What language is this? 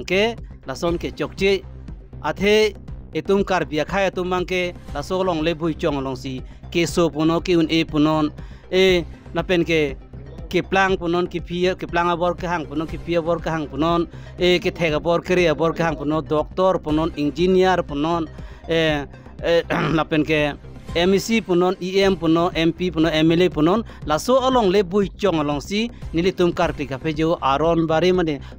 Karbi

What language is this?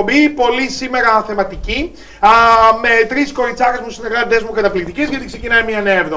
Greek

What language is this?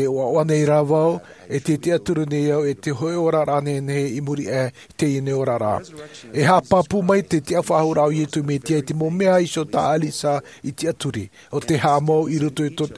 Tahitian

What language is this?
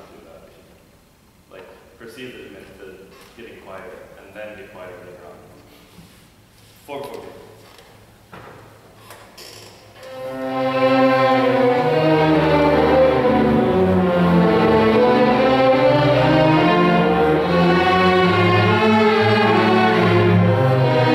English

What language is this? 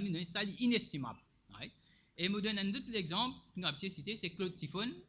Morisyen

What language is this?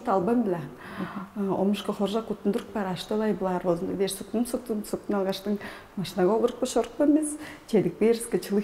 Tuvinian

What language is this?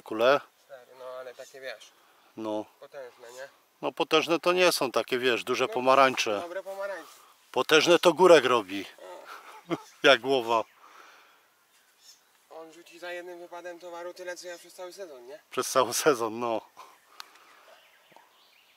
Polish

